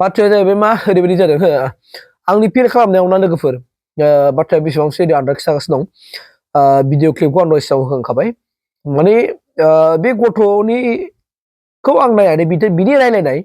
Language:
Bodo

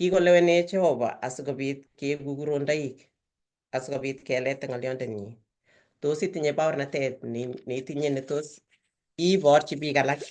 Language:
Kalenjin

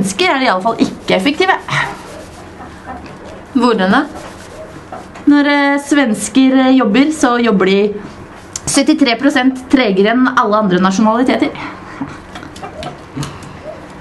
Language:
Norwegian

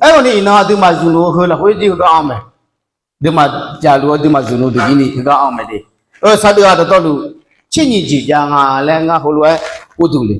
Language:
Akha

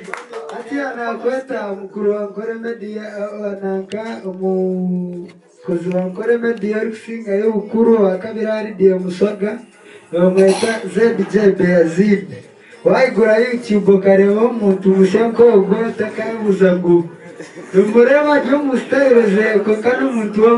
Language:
Nyankole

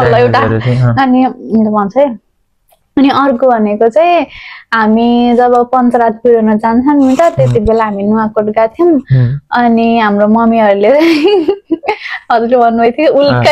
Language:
Nepali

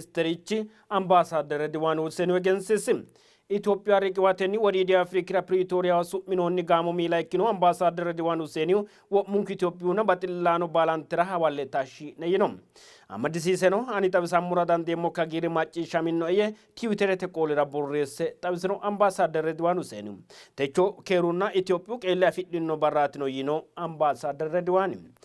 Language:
Sidamo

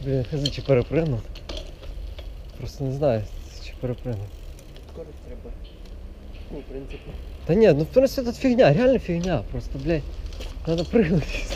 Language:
Ukrainian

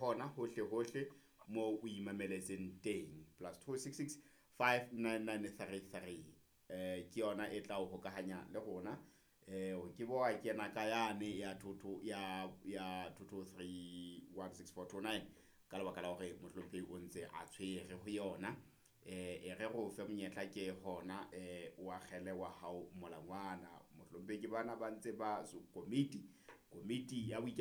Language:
Southern Sotho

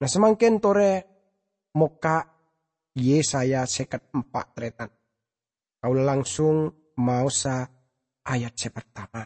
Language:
Madurese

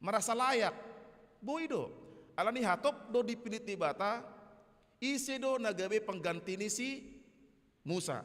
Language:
Batak Toba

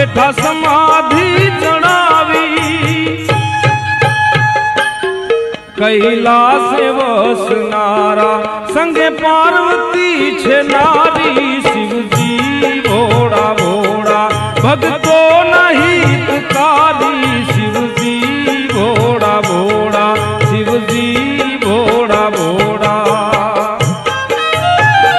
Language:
Gujarati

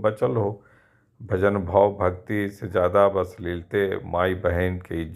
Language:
Magahi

